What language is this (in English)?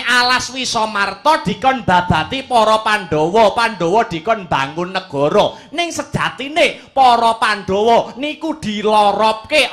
Javanese